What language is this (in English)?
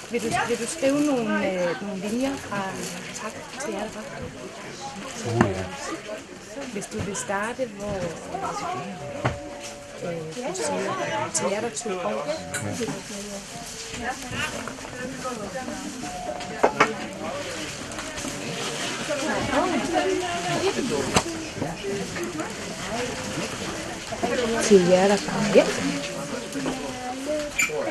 Danish